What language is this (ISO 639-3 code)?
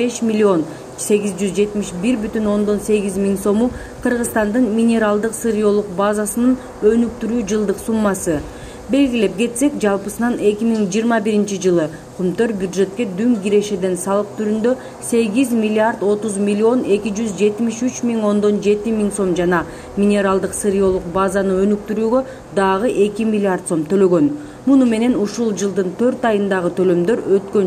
kir